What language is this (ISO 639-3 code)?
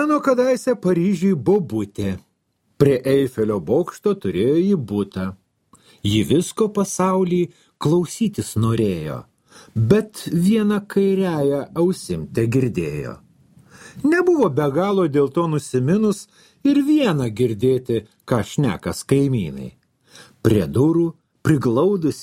lit